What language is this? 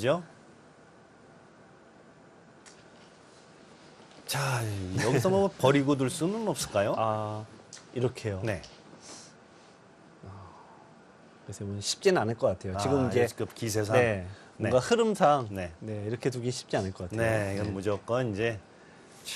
Korean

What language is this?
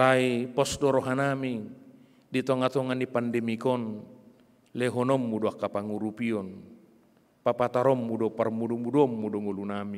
Batak Toba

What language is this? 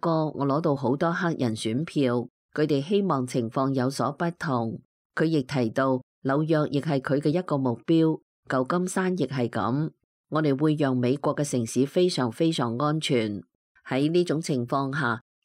Cantonese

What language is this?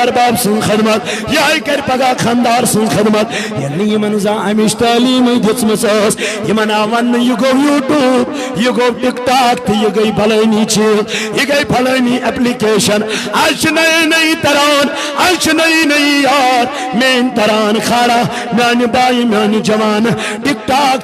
Kashmiri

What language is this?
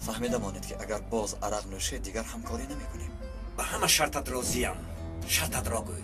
Tajik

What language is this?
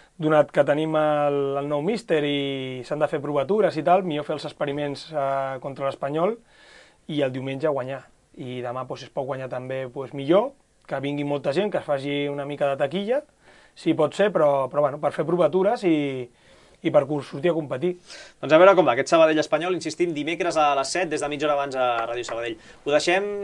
Catalan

